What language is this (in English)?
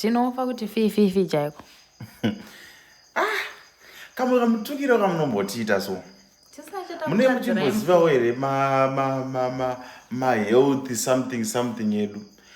Shona